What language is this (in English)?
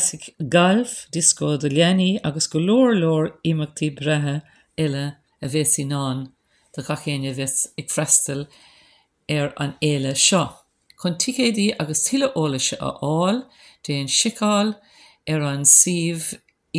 Irish